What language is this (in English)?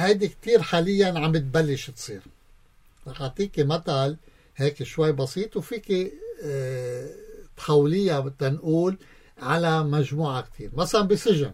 North Levantine Arabic